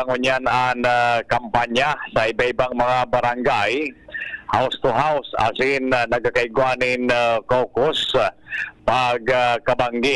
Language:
Bikol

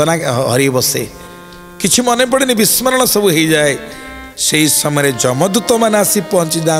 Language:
Odia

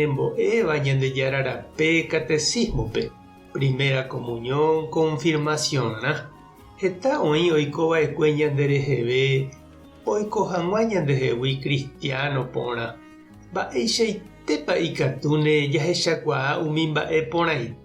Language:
Guarani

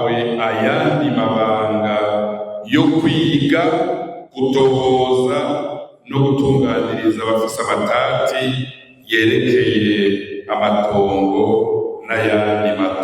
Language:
Rundi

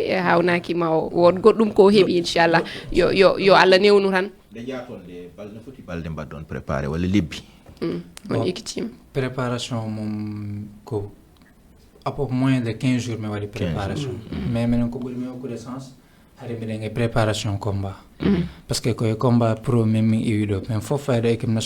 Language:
Fula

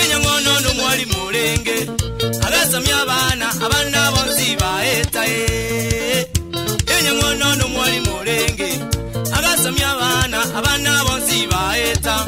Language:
Gusii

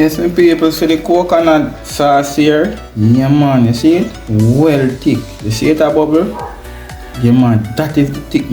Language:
Jamaican Creole English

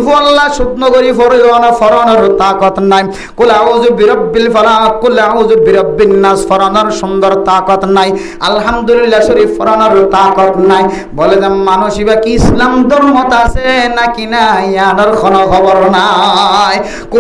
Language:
Rohingya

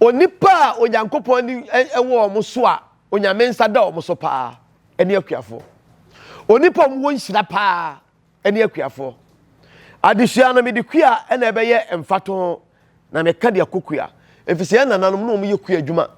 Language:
Akan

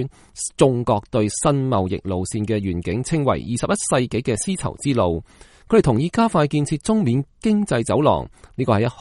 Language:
Cantonese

